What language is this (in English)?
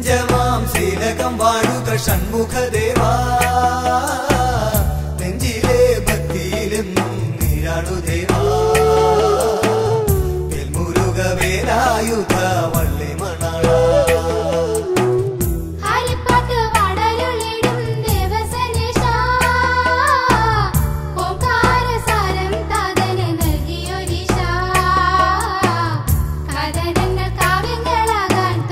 Malayalam